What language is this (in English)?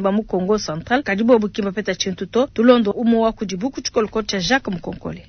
Luba-Lulua